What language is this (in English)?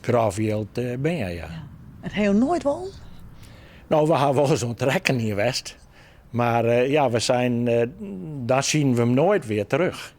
Western Frisian